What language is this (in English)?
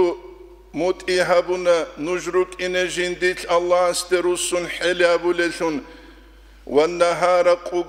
Avaric